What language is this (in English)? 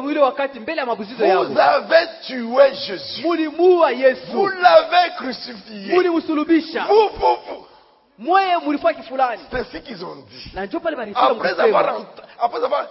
Swahili